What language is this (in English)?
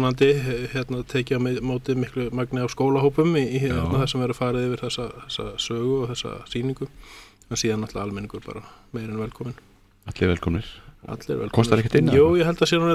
Icelandic